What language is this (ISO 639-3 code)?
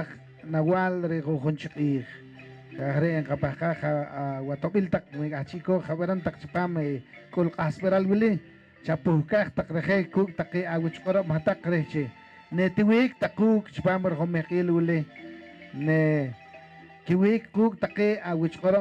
poh